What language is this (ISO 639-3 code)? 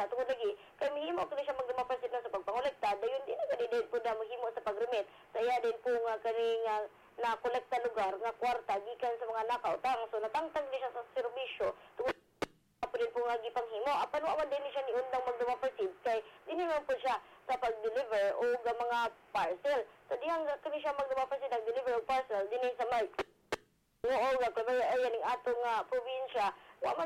ceb